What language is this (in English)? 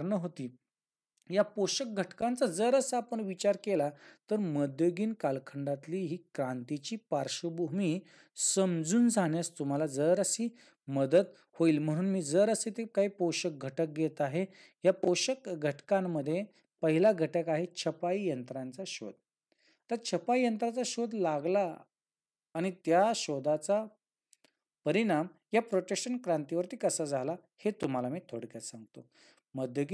Marathi